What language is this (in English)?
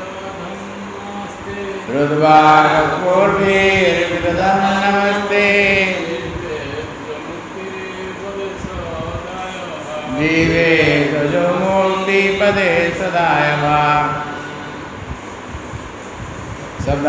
Odia